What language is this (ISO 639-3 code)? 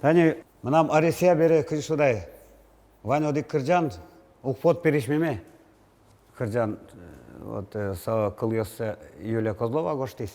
udm